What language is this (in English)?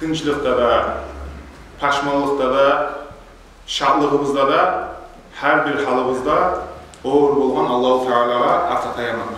Kumyk